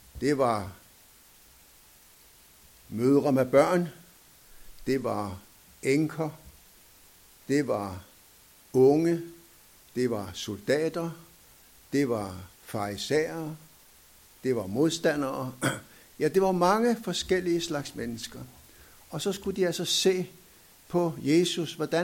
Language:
Danish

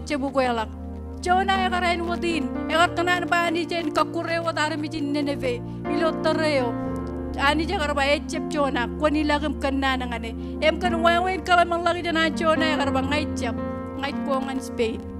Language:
Marshallese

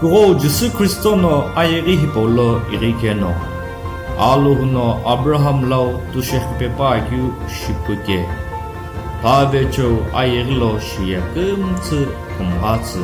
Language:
Sumi Naga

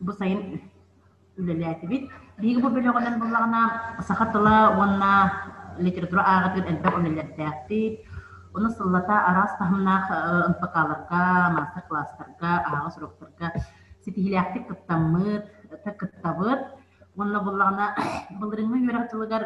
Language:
Yakut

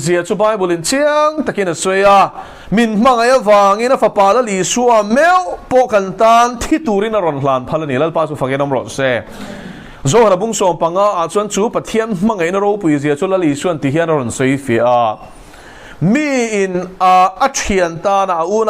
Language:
Mizo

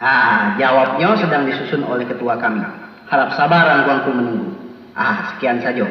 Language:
Minangkabau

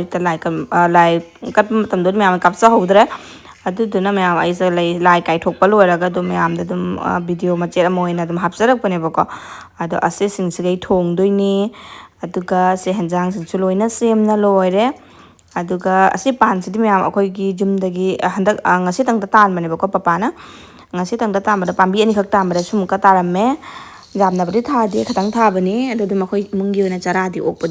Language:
Manipuri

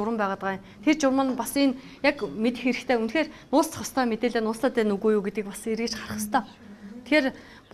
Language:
Mongolian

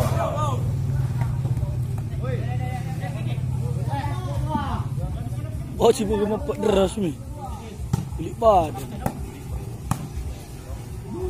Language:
Malay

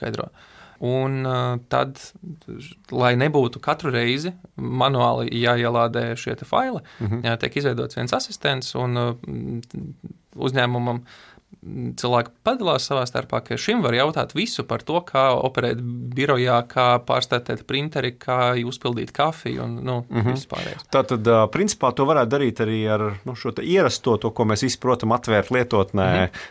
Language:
Latvian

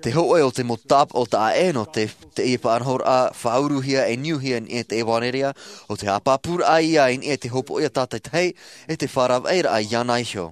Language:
Tahitian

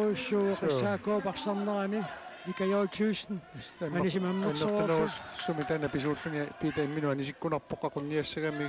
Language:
Kalaallisut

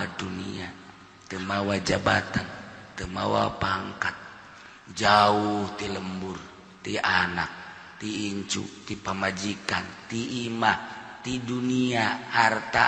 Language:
Sundanese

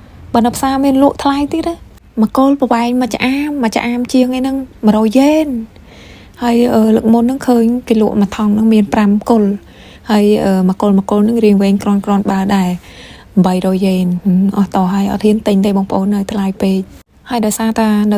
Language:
Khmer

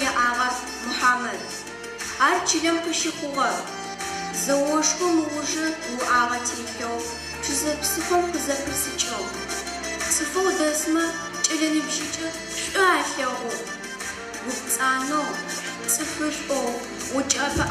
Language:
Adyghe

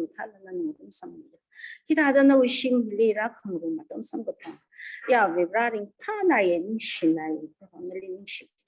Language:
Tangkhul Naga (India)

